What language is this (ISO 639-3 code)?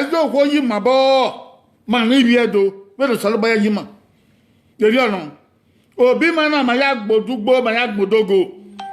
bin